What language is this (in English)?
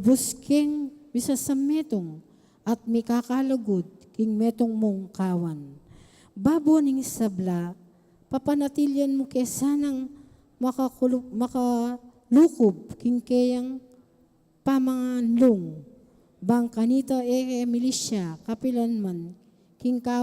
Pampanga